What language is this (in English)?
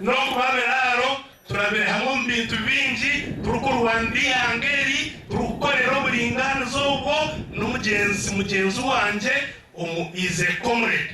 Nyankole